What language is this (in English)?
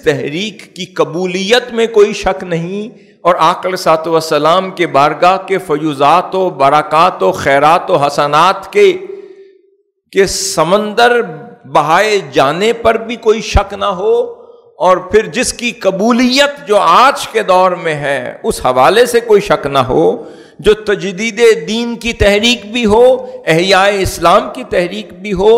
Urdu